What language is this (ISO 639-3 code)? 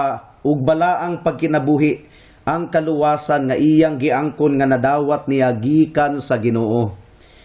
ceb